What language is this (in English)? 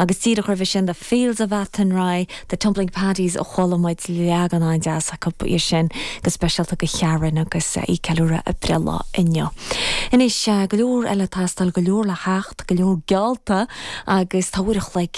Irish